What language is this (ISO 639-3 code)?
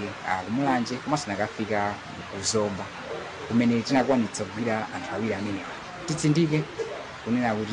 nya